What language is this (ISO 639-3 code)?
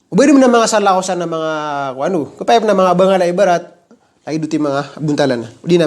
mrw